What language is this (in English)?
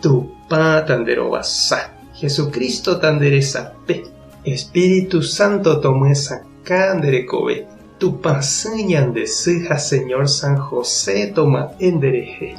Guarani